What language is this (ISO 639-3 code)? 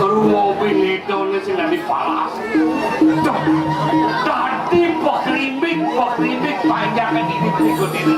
ban